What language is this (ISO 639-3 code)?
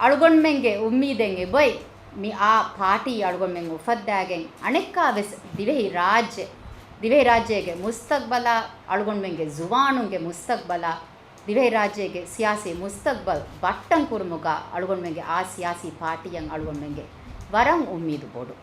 div